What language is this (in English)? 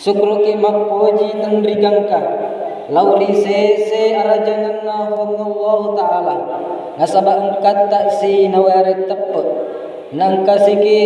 Buginese